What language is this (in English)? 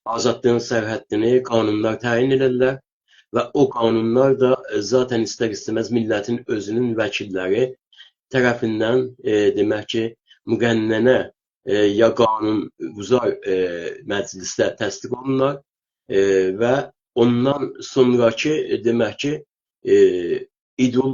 South Azerbaijani